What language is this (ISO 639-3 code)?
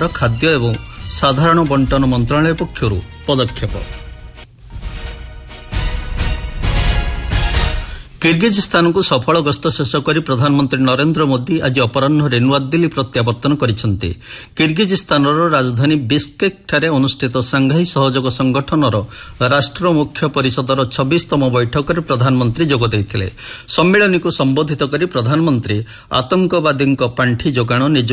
ori